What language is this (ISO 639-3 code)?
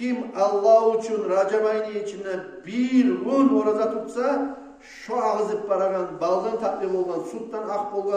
kum